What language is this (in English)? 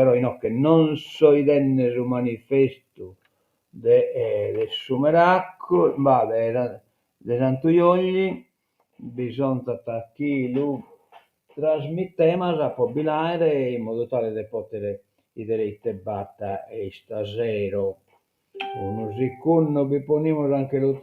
Sardinian